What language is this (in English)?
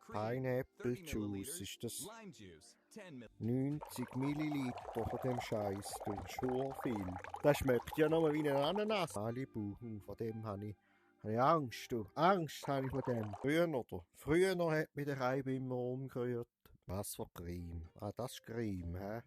Swiss German